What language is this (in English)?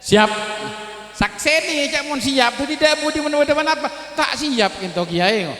Madurese